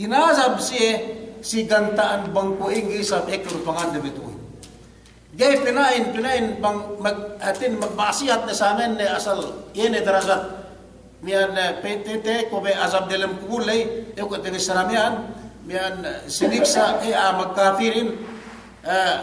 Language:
Yakan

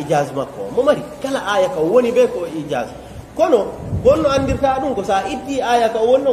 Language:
Pular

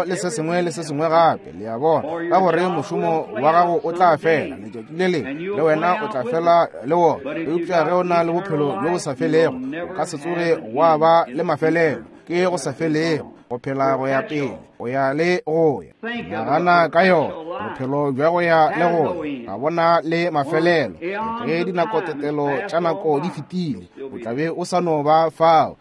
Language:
Northern Sotho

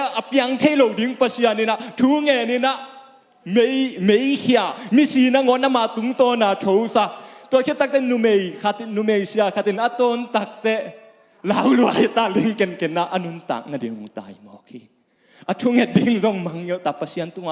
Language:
Tedim Chin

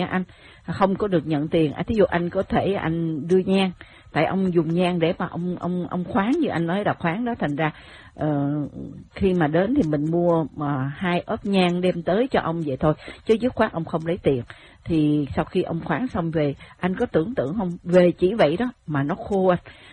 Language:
Vietnamese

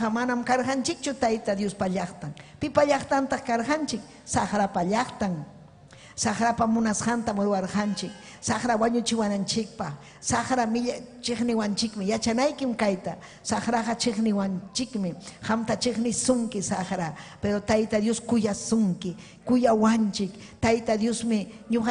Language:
Ayacucho Quechua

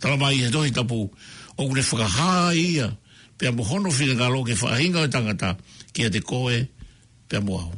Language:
Tongan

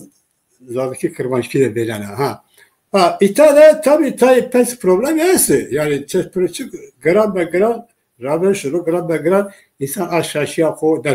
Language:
Zaza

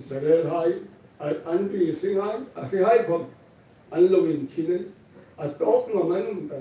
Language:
Hmar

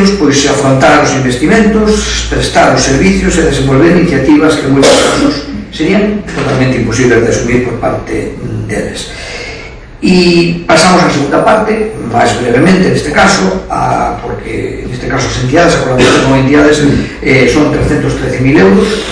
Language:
Galician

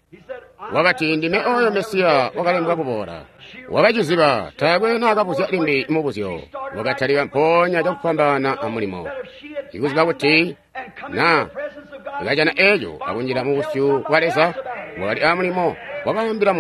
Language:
Tonga (Zambia)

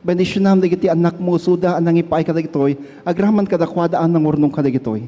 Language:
Iloko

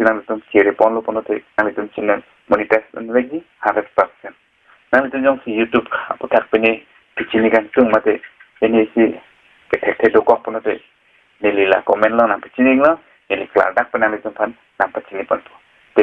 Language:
Karbi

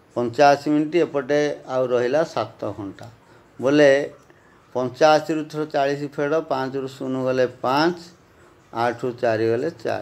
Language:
Odia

